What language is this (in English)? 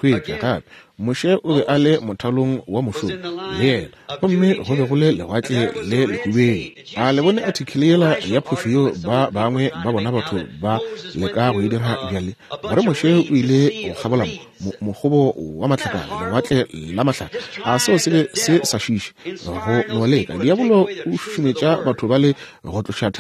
Northern Sotho